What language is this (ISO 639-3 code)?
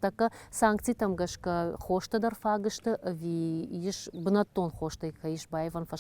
oss